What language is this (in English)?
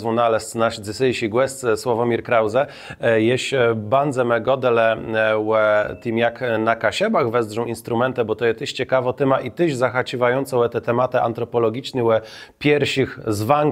Kashubian